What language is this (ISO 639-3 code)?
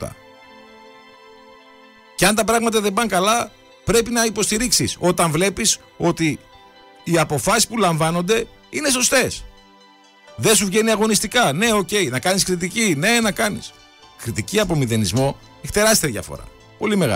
ell